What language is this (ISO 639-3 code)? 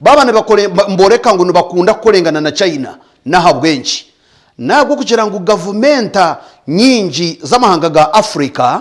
nyn